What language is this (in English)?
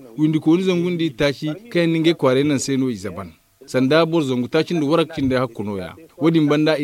Zarma